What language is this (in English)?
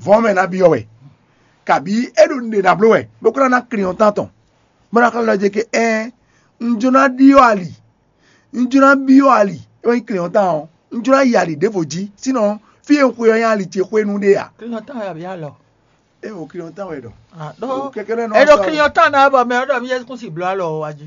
Fon